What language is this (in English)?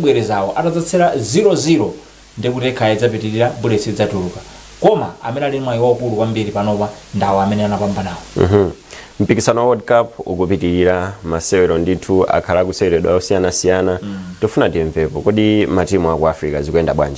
Nyanja